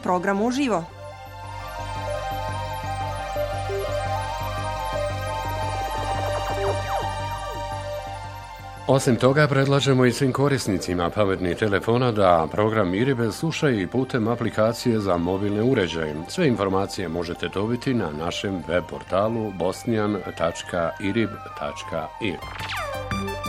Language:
Bosnian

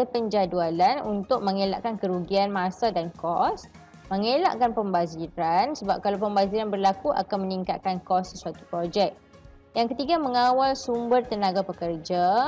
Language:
Malay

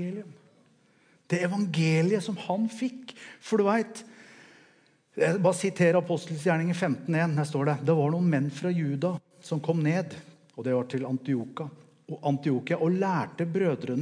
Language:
Norwegian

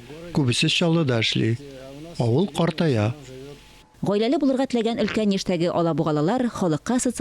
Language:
Tatar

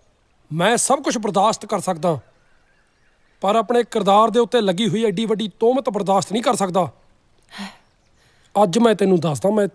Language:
Punjabi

